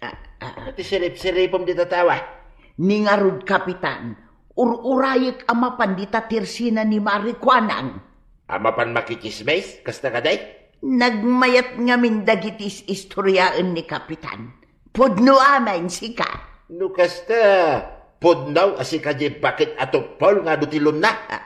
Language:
Iloko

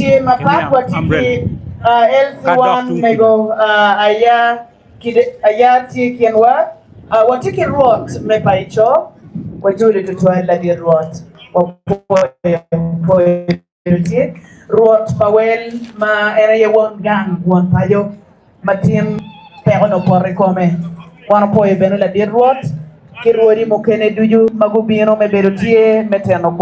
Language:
Acoli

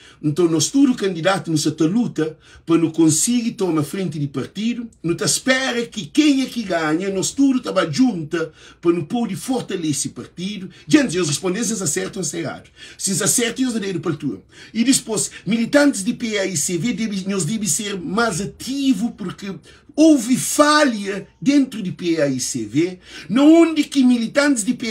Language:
Kabuverdianu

